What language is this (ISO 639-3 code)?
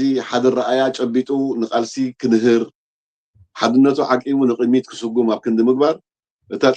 tir